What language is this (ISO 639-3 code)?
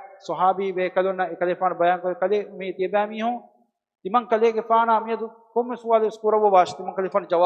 div